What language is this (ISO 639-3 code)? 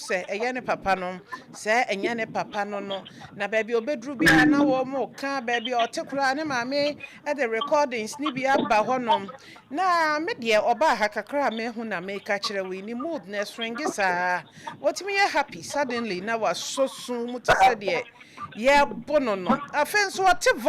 aka